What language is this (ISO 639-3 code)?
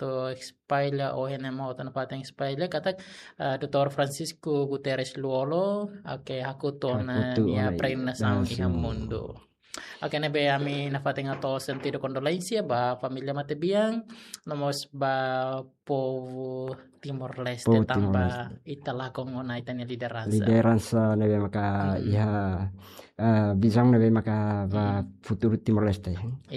tet